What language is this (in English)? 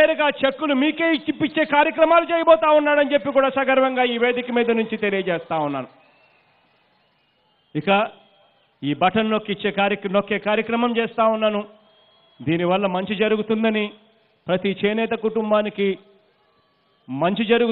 Telugu